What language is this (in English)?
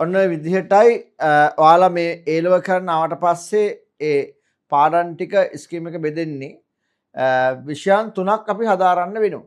Sinhala